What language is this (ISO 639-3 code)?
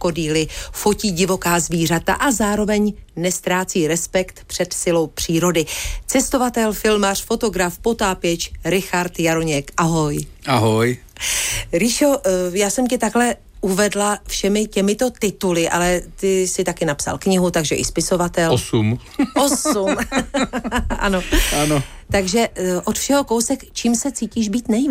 ces